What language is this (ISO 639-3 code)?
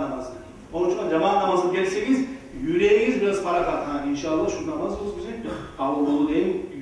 kum